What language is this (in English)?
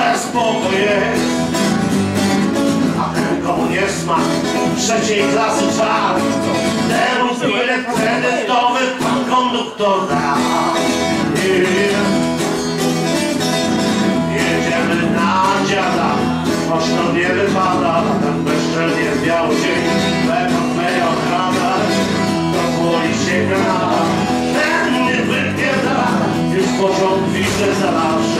Polish